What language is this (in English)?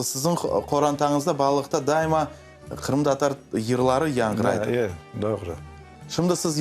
Crimean Tatar